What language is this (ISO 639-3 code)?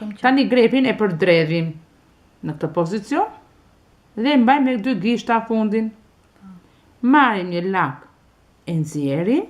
sqi